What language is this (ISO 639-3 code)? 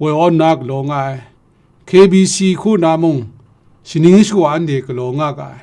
kac